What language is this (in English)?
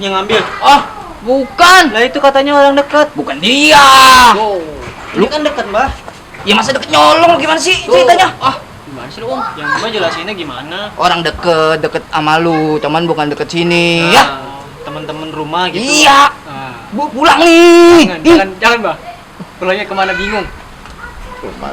Betawi